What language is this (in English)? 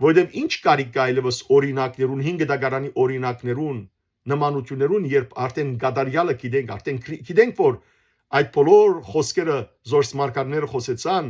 Western Armenian